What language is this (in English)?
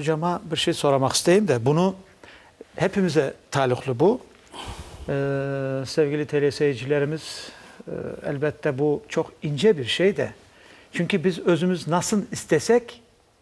Crimean Tatar